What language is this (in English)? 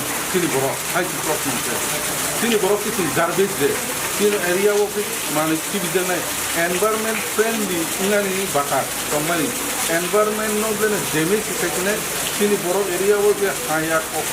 Kok Borok